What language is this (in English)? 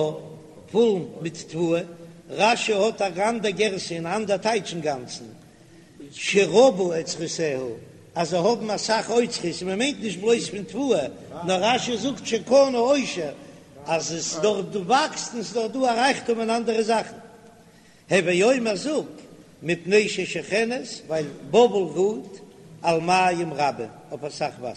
Yiddish